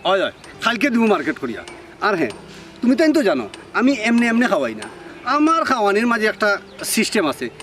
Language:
Sylheti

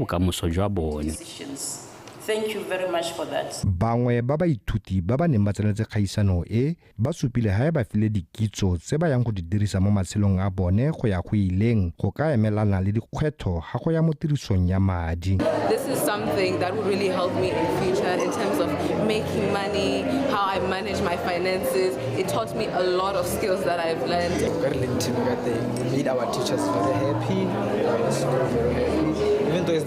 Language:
Tswana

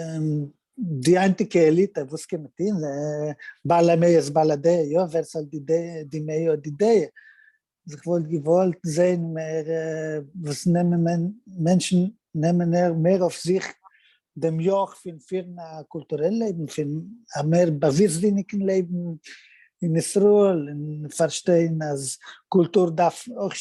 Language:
Yiddish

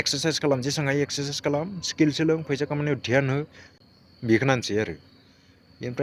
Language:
Bodo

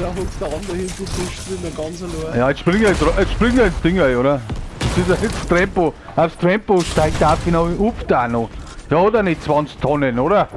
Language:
Bavarian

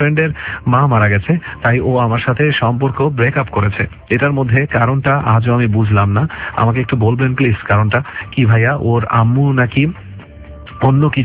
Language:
Bangla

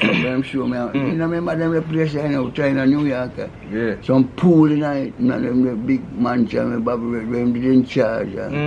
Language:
Jamaican Creole English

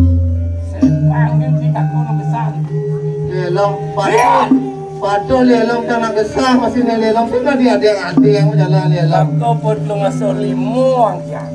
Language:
Balinese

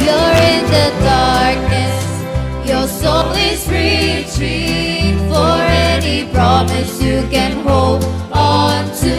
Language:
Gilbertese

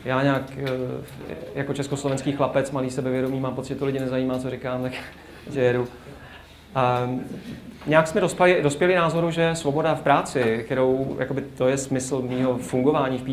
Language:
Czech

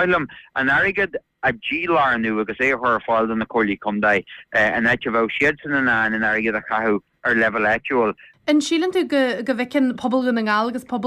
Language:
Irish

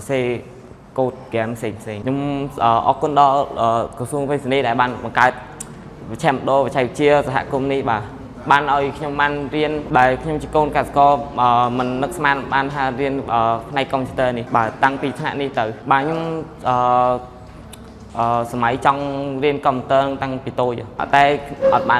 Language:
Khmer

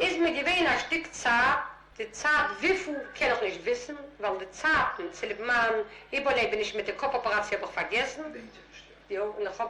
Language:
Yiddish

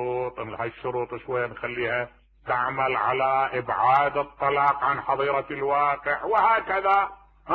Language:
Mesopotamian Arabic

